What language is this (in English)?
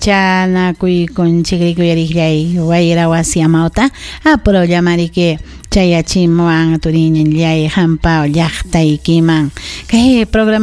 Ayacucho Quechua